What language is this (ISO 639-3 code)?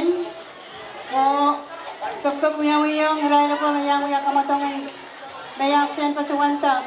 pon